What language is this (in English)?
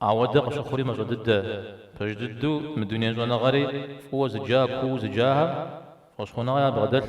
Kabardian